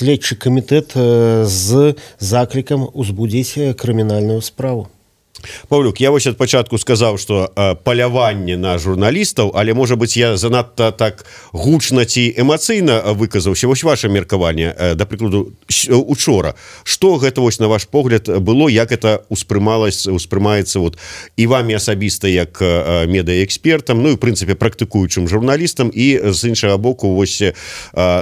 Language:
Belarusian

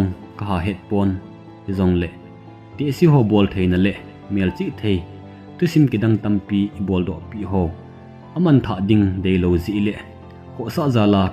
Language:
Thado Chin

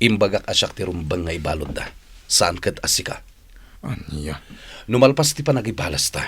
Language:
Iloko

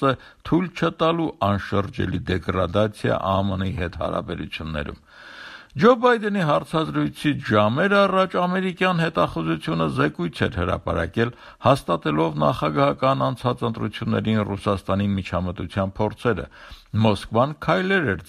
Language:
Armenian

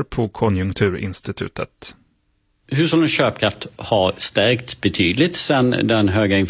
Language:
Swedish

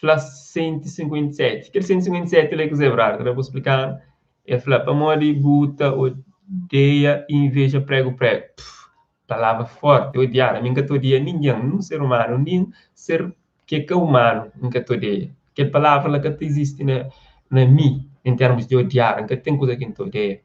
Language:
Kabuverdianu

